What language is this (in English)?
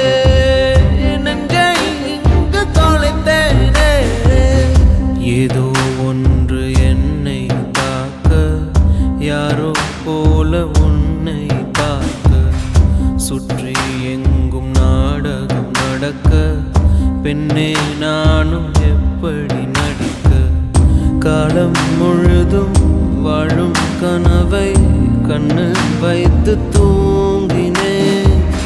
Tamil